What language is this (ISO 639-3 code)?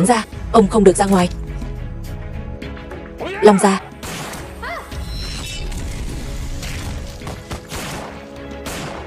vie